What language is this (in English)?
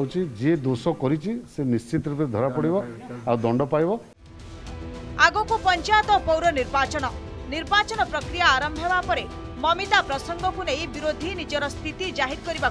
Odia